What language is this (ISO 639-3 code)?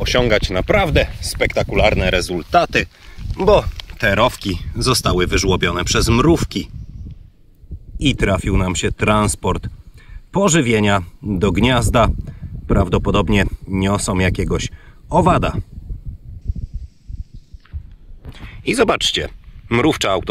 pol